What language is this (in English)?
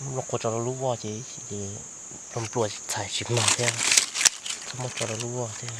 Hmong